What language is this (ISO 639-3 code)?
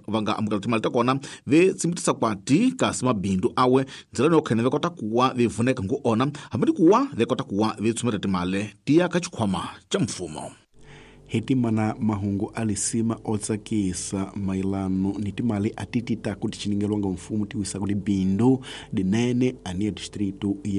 tso